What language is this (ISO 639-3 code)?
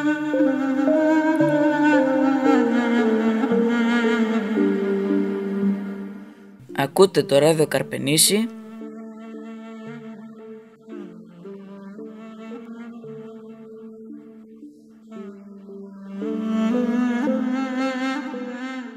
ell